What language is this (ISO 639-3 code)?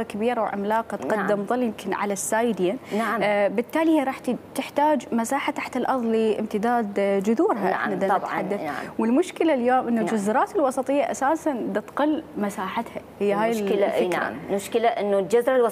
acm